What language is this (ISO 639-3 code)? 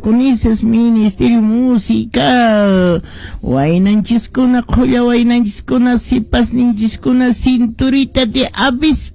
que